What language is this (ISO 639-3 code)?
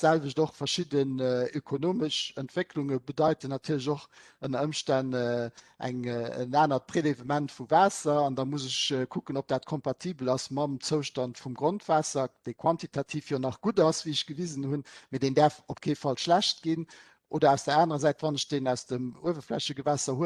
ltz